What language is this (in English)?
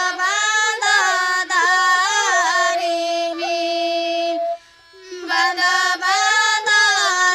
Santali